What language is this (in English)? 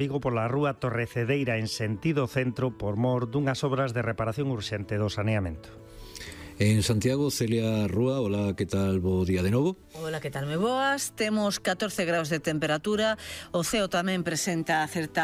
Galician